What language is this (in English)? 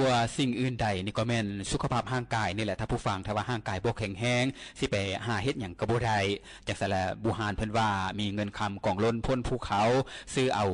Lao